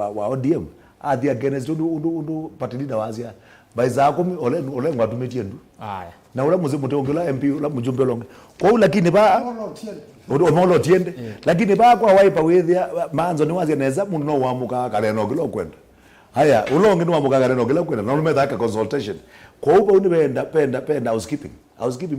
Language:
Kamba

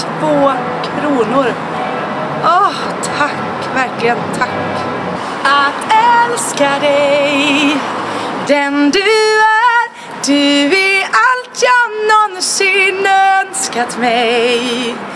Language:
Swedish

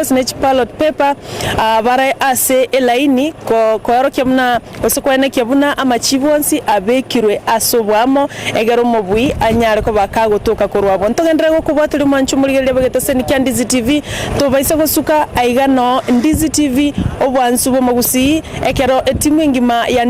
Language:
Gusii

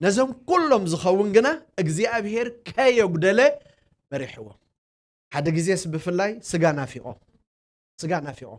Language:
Tigrinya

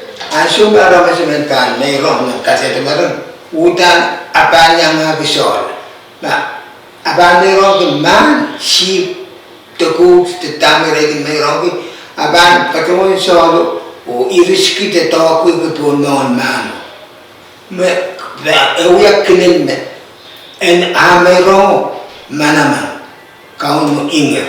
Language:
Pohnpeian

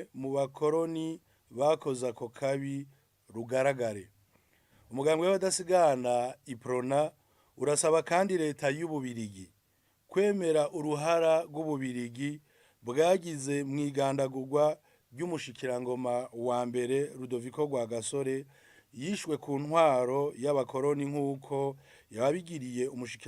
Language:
Rundi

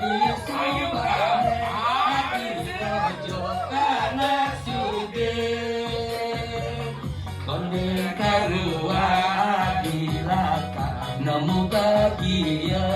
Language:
Balinese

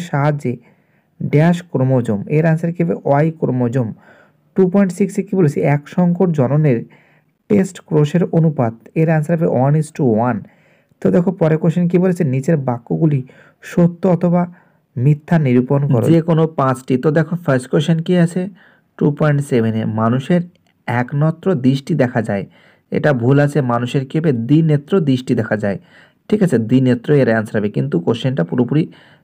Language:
Bangla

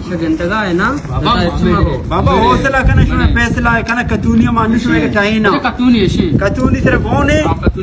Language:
Baluchi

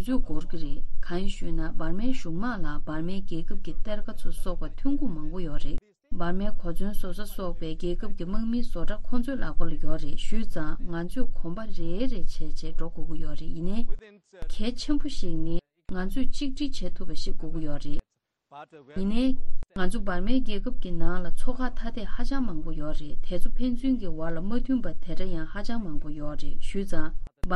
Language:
Tibetan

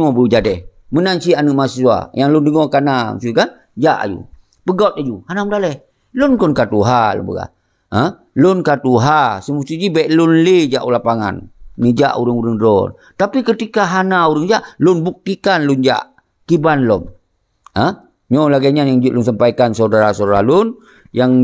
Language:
Achinese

